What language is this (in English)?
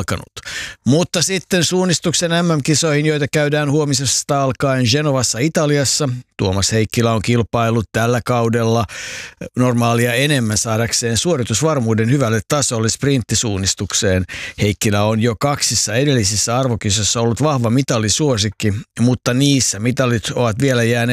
Finnish